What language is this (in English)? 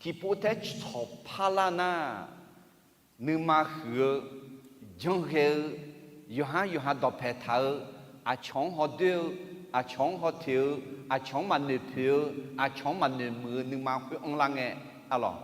Akha